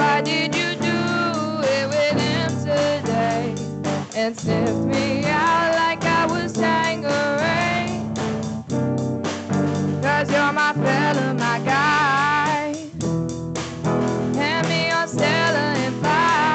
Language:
English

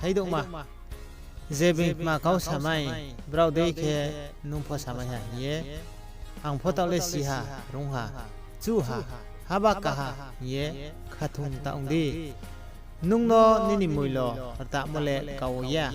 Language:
Riang (India)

